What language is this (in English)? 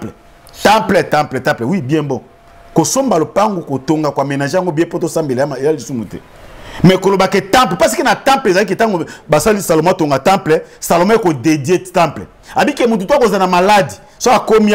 Lingala